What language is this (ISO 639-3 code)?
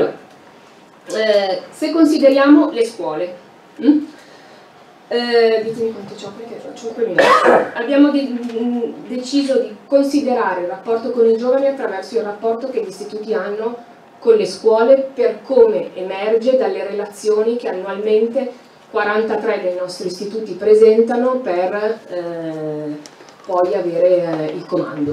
ita